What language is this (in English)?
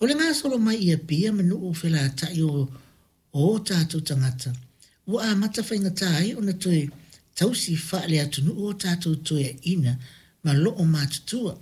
Samoan